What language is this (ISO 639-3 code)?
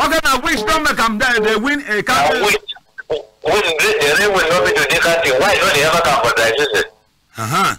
wes